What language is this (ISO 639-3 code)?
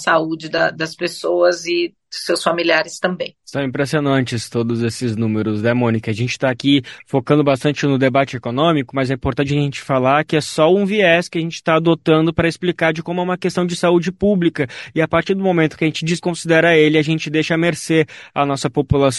por